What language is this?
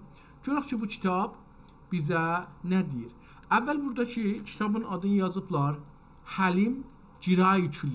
South Azerbaijani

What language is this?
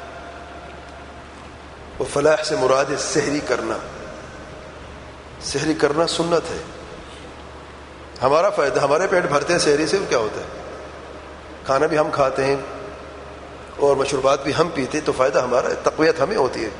Urdu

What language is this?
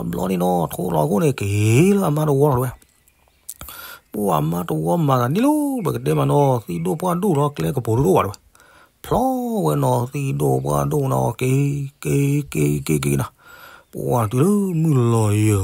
S'gaw Karen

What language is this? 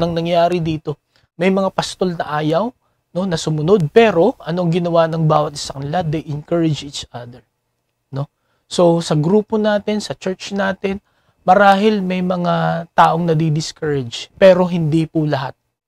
Filipino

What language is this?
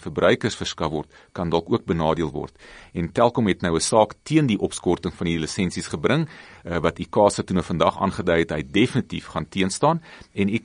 Afrikaans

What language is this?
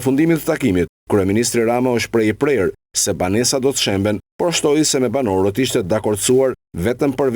Albanian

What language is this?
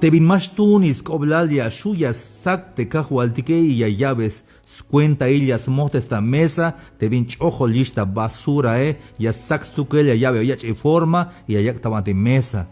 Tzeltal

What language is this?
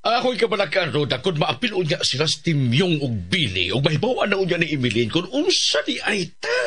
Cebuano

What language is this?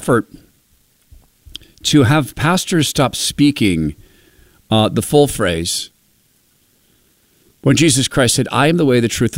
English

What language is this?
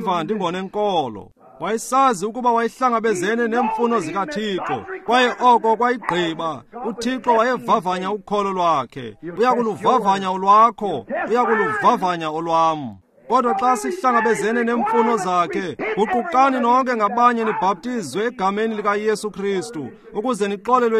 Xhosa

